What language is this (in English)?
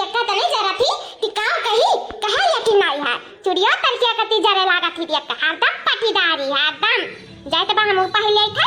Awadhi